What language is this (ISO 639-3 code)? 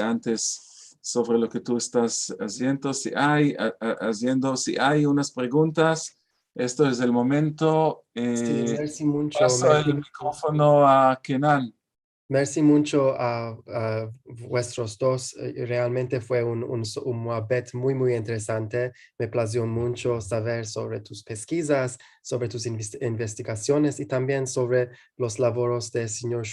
lad